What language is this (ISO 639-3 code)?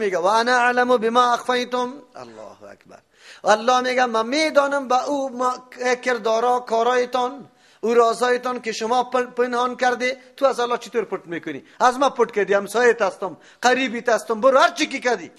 fas